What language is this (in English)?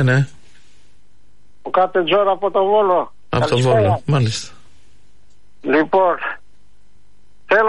Greek